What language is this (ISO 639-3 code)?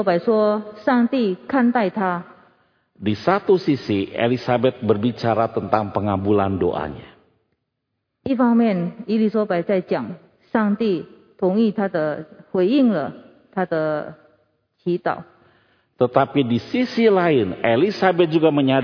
ind